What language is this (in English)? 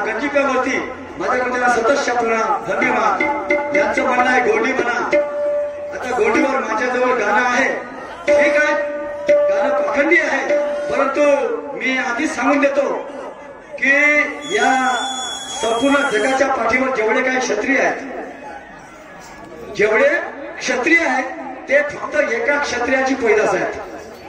Marathi